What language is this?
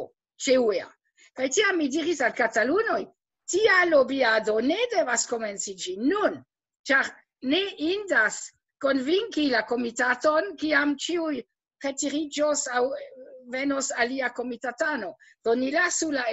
Esperanto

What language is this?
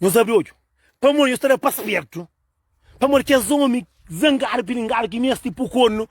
Kabuverdianu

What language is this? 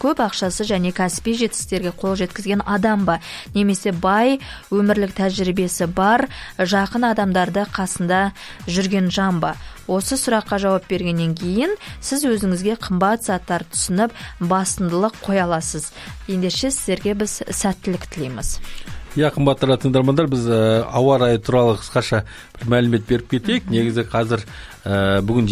Kazakh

